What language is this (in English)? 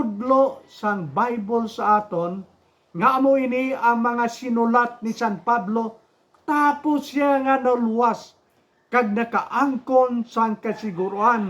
Hiligaynon